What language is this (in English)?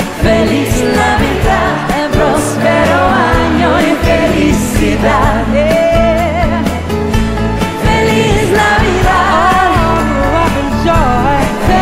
Spanish